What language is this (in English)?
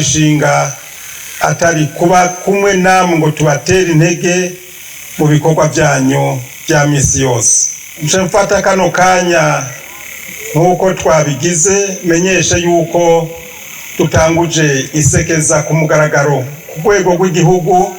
Rundi